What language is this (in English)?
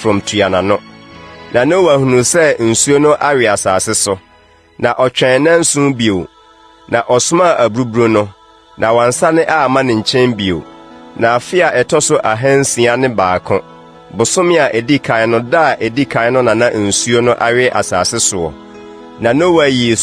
Akan